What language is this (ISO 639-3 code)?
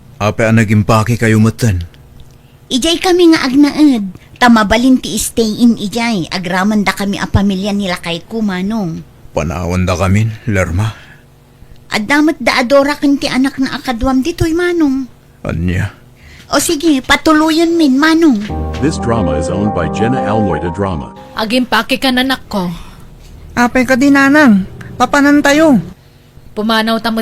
ilo